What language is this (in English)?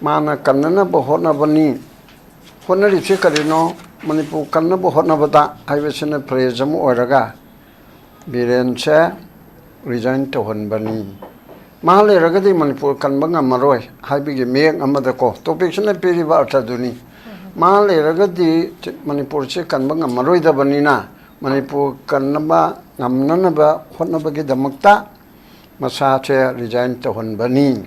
Manipuri